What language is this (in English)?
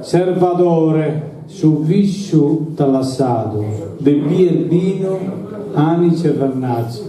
Sardinian